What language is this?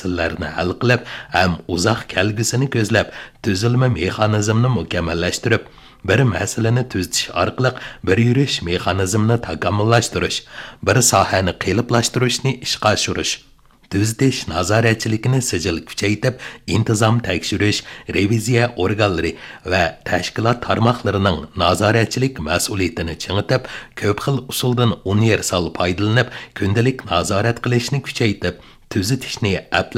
Uyghur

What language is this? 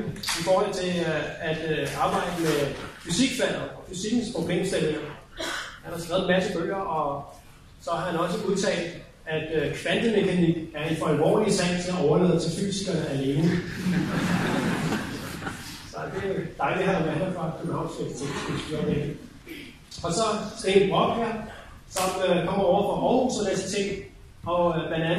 Danish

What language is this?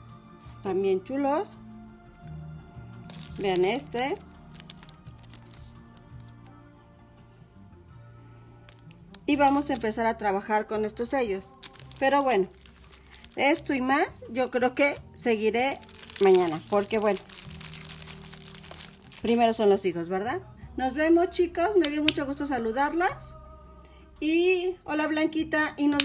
Spanish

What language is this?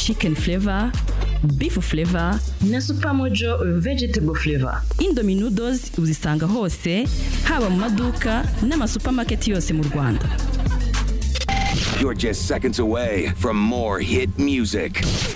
Kinyarwanda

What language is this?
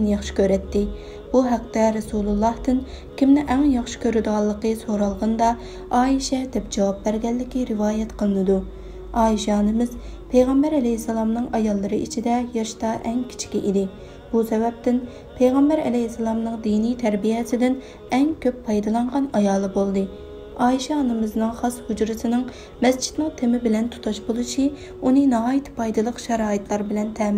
Uyghur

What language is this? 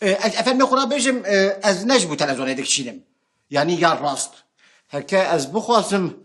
Kurdish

